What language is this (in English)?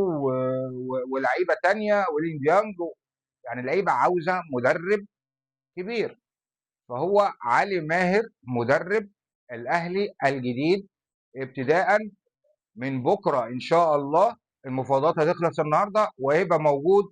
Egyptian Arabic